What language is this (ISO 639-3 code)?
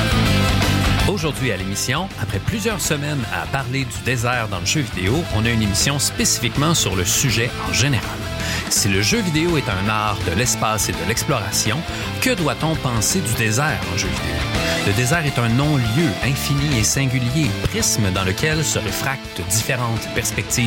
fra